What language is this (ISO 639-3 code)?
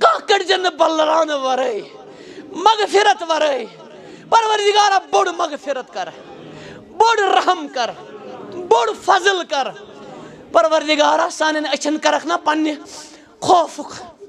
kas